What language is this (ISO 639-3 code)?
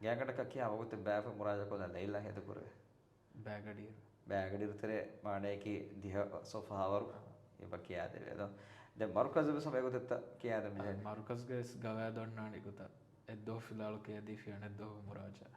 div